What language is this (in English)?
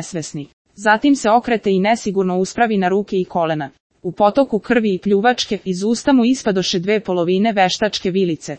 Serbian